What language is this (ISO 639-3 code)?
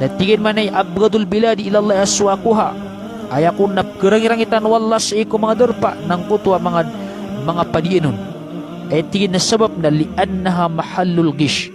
mrw